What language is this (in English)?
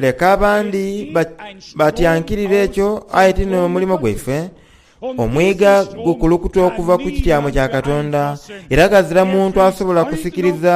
Soga